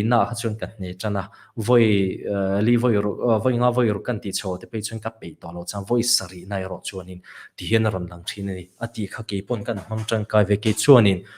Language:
Mizo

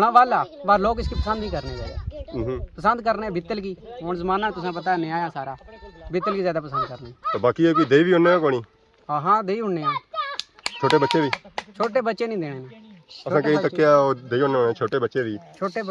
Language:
Pahari-Potwari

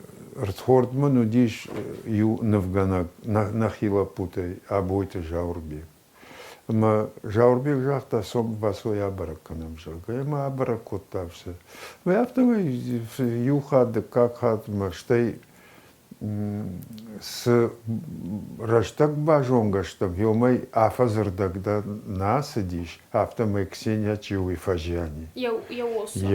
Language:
Ossetic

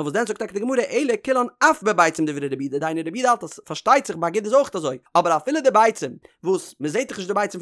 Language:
Yiddish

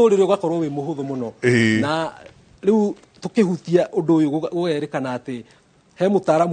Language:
Kikuyu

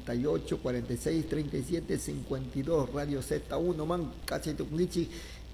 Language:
Chimborazo Highland Quichua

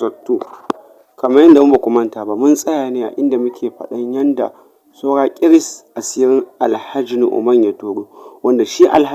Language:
Hausa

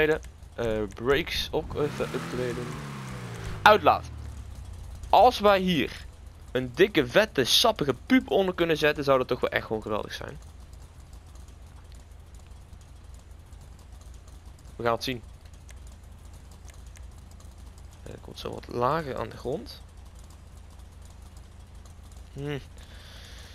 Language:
Dutch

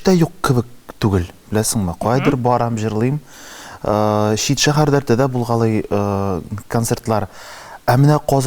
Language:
Tatar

